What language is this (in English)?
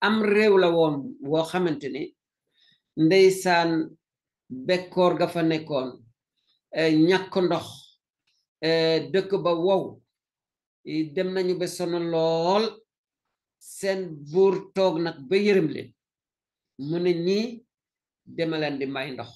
Wolof